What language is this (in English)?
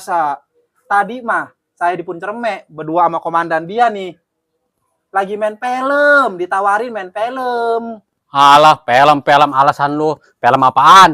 Betawi